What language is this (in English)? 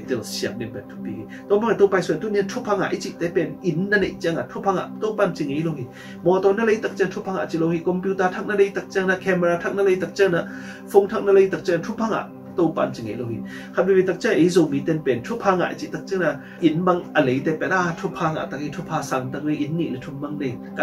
Tedim Chin